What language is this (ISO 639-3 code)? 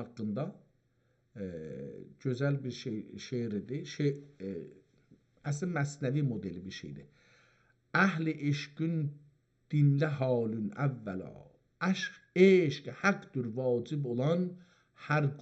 azb